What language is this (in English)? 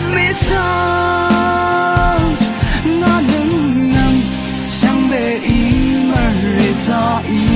Rawang